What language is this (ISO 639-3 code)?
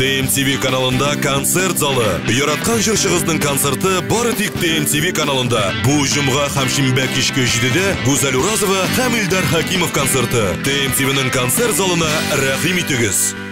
tat